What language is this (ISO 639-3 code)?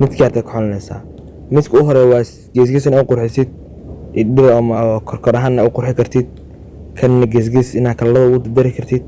som